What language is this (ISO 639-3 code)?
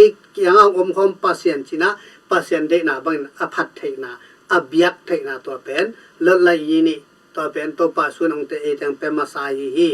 ctd